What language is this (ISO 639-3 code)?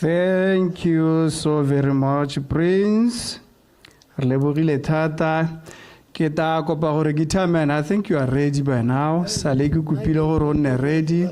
tsn